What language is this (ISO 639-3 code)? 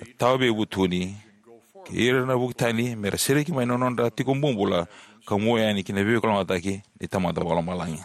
fij